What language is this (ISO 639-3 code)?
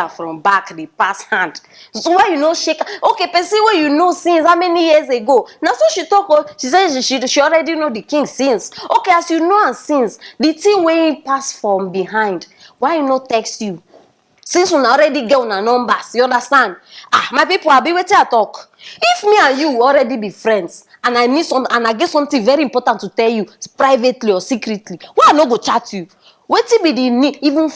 pcm